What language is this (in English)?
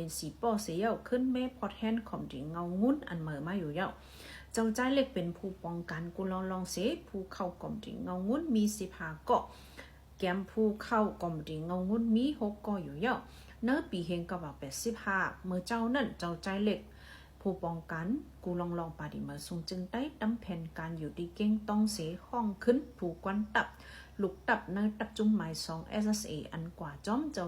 Shan